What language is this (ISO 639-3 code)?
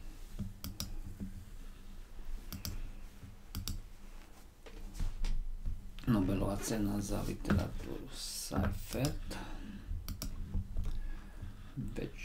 slk